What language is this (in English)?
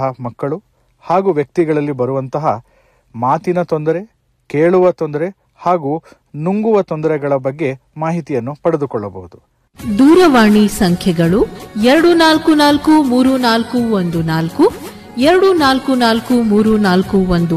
Kannada